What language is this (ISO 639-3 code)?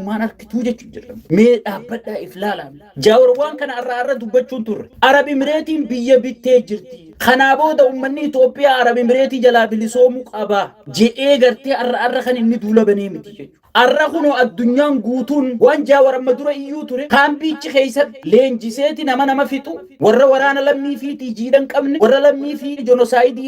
orm